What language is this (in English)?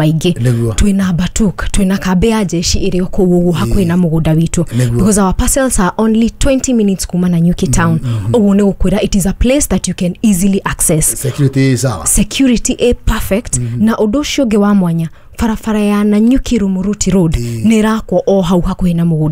Kikuyu